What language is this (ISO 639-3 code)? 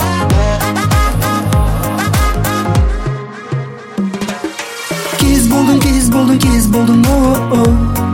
kaz